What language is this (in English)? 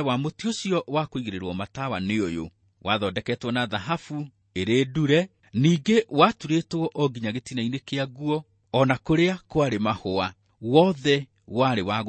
Kikuyu